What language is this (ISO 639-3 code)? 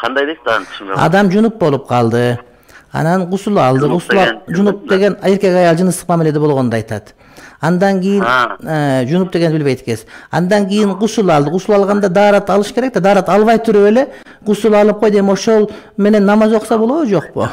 kir